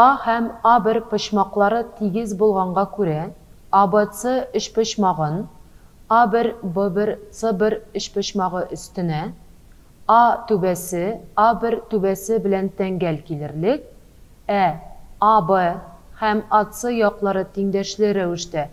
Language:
Tatar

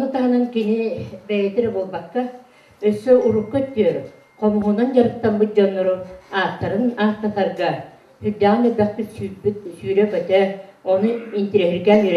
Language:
Yakut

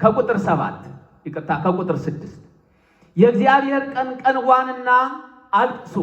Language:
Amharic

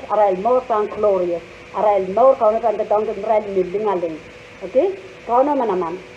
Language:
Pohnpeian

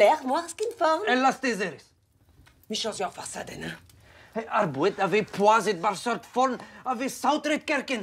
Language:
Breton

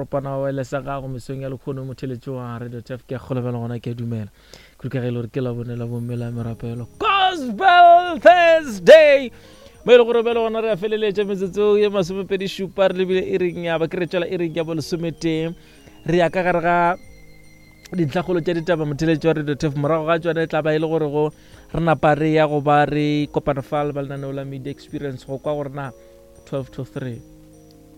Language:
Northern Sotho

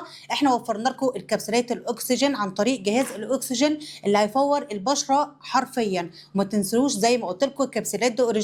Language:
Egyptian Arabic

